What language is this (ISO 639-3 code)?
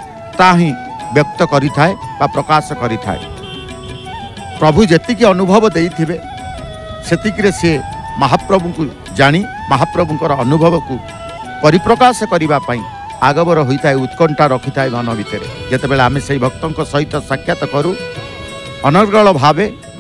ori